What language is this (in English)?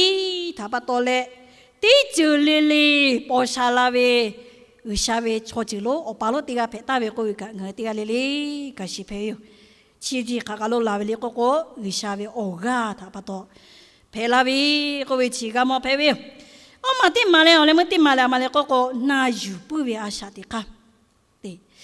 Lahu